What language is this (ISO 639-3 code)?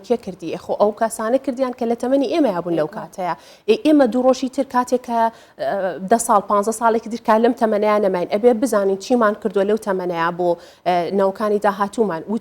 ckb